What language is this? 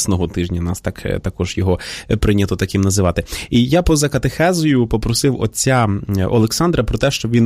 Ukrainian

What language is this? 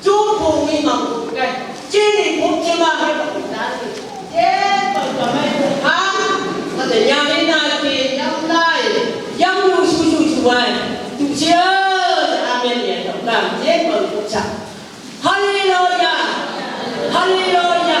Phom Naga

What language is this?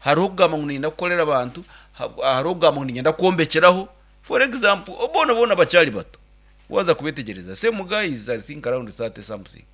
Nyankole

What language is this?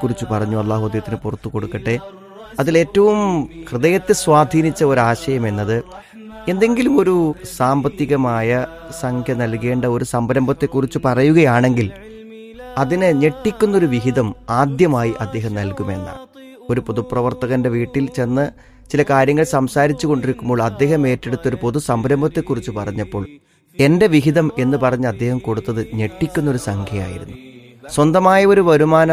Malayalam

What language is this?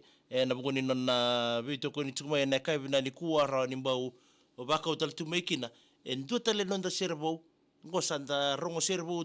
Fijian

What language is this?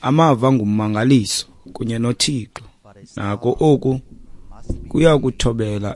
Xhosa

